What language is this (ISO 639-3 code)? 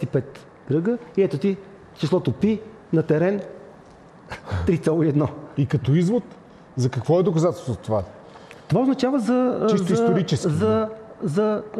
bul